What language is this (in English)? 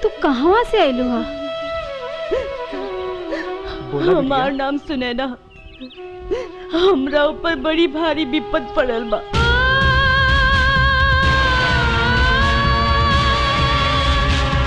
Bhojpuri